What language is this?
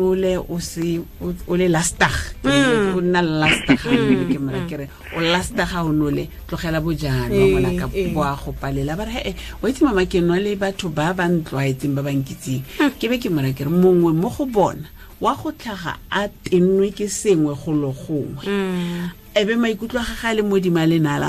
Tswana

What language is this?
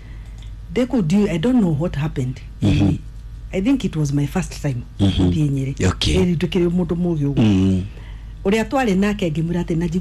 Kikuyu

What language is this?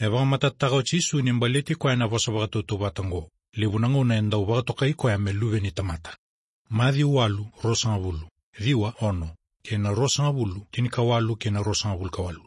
Fijian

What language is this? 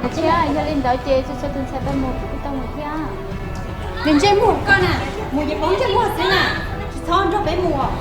Hmong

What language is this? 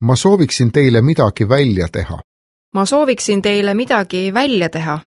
Estonian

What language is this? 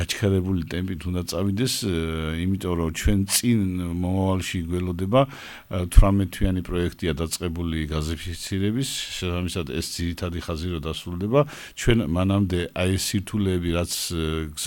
Georgian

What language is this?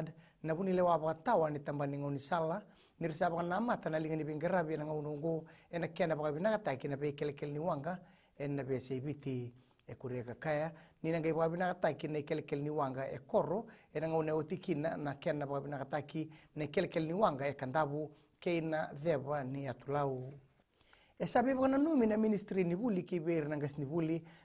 Fijian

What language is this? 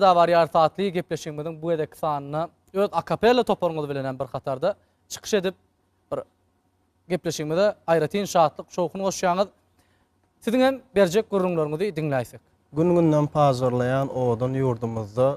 Turkmen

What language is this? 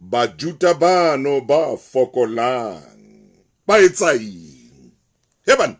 Southern Sotho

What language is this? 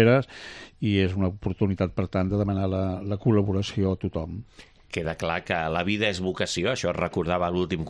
Catalan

